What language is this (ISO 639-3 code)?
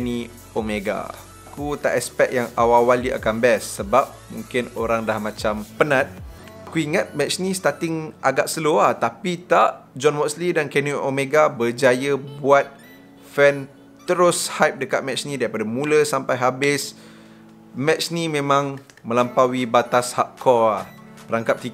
msa